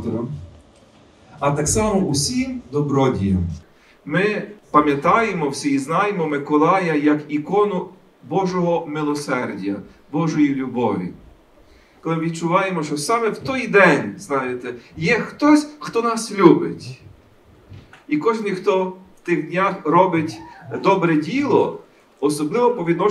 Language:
Ukrainian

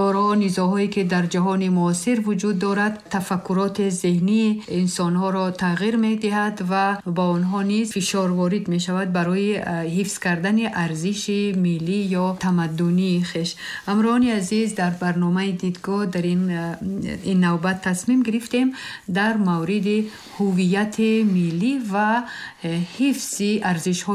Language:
Persian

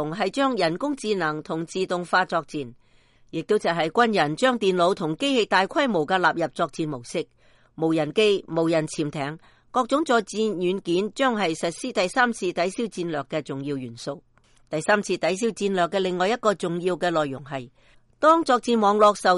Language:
Cantonese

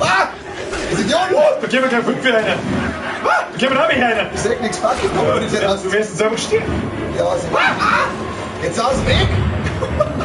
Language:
Bavarian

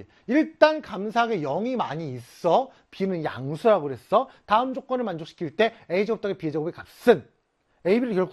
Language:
Korean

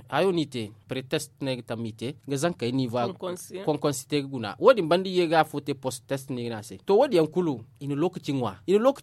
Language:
Zarma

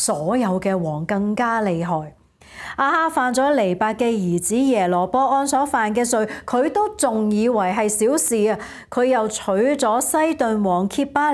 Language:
Cantonese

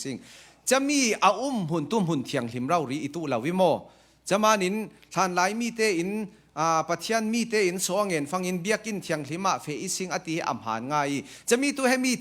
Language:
Falam Chin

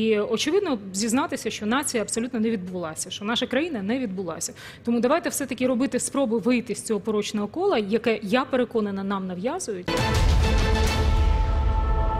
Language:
Ukrainian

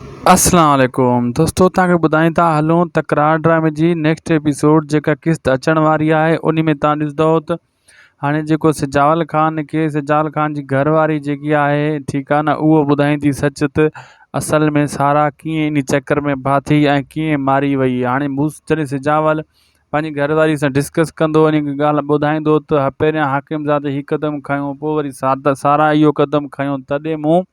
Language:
Sindhi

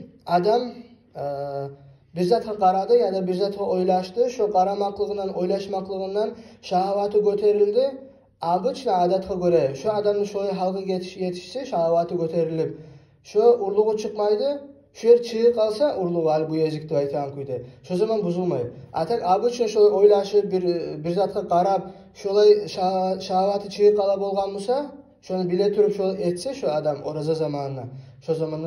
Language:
Kumyk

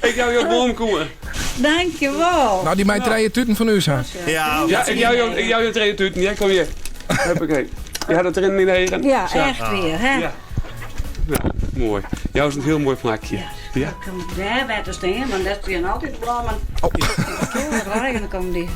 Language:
Western Frisian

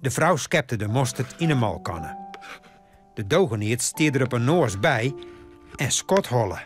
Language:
Western Frisian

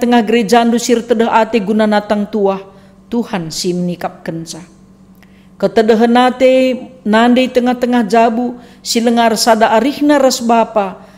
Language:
Batak Karo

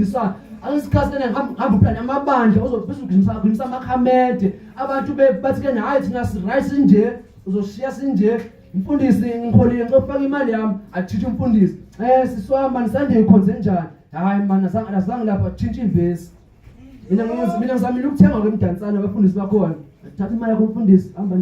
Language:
Zulu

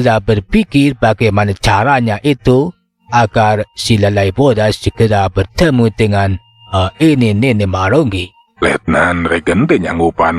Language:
Sundanese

